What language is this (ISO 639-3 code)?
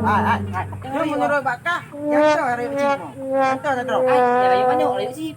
ace